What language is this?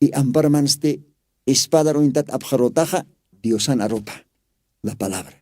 Aymara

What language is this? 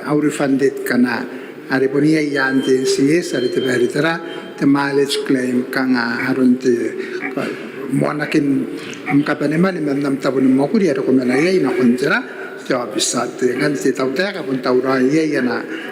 Gilbertese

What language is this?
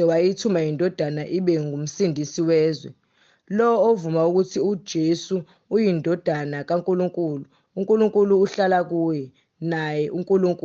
Zulu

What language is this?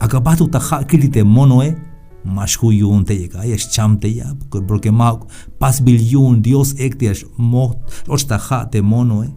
Tzeltal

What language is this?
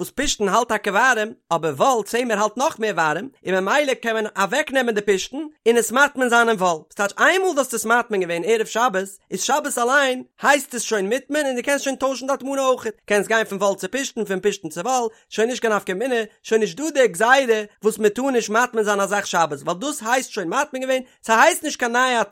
Yiddish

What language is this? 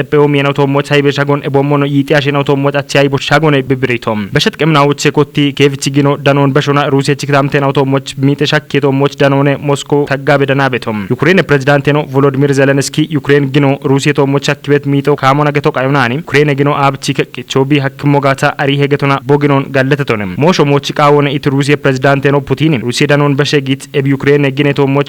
Kafa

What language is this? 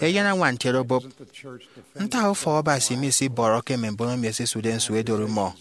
Efik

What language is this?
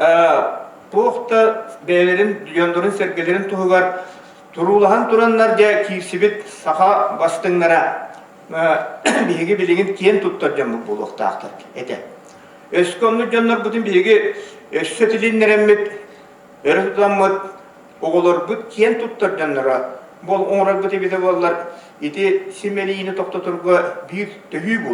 Yakut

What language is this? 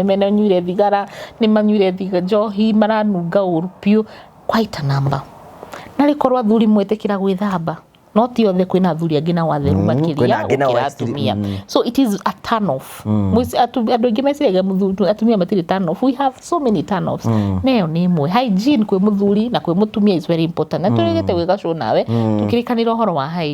Kikuyu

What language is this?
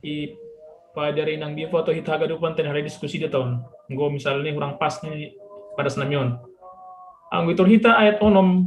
Batak Simalungun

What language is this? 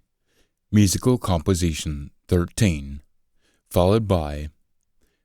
Scots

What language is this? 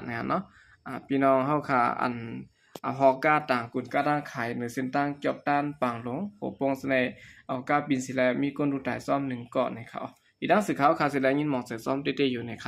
Shan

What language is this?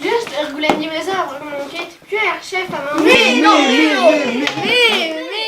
Breton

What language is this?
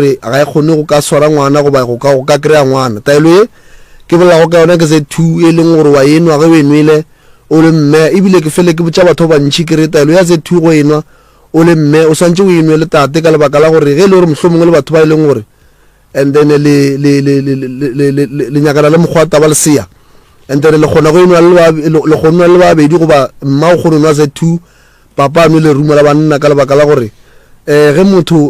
Northern Sotho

